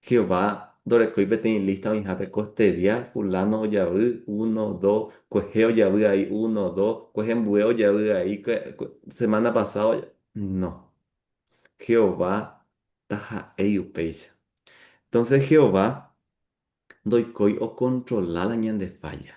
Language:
Guarani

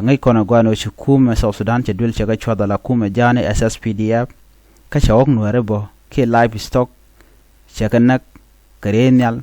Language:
Nuer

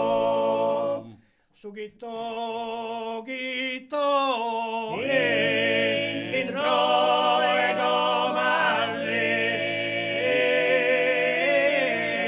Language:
Sardinian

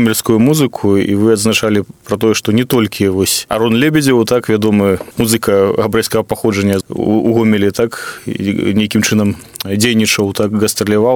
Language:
Belarusian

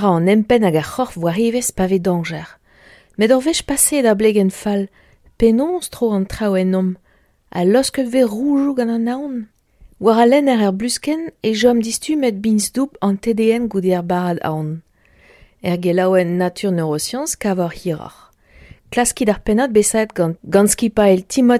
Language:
Breton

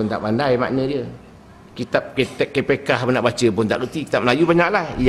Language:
Malay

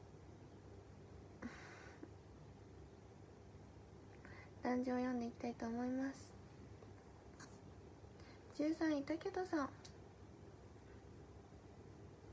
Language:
Japanese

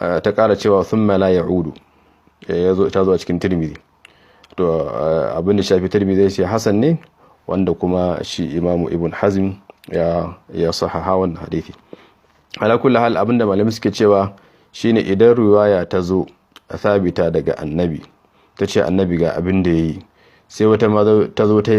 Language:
Hausa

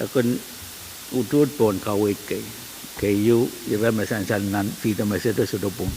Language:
Pohnpeian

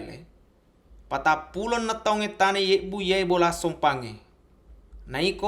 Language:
Buginese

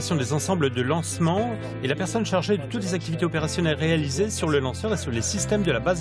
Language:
French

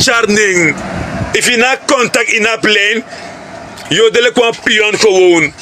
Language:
Sranan Tongo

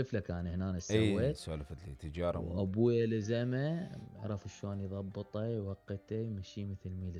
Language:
Mesopotamian Arabic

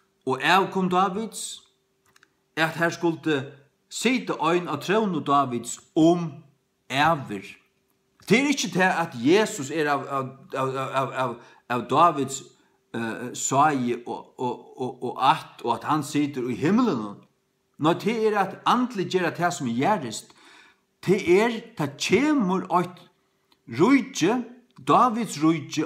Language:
Faroese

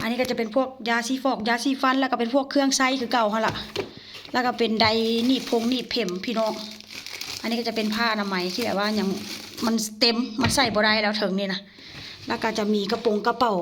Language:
Northeastern Thai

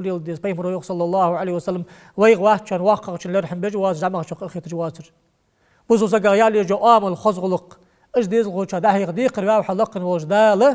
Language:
Ingush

